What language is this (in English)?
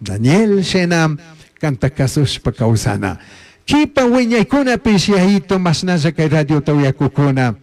Chimborazo Highland Quichua